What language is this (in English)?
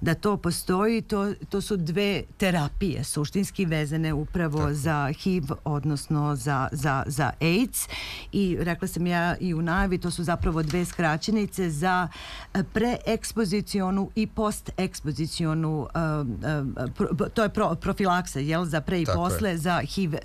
Serbian